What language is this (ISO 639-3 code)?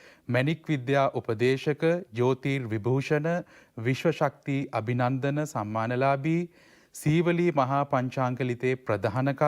sin